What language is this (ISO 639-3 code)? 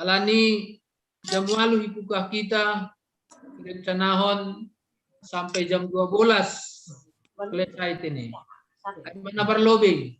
bts